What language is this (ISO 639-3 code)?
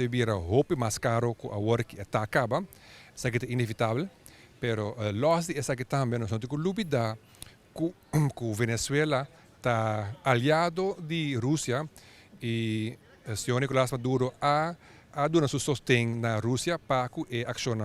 pap